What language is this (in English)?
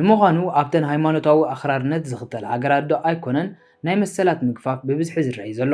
Tigrinya